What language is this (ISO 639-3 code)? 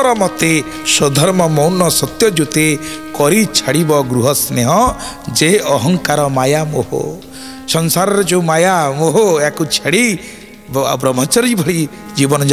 ori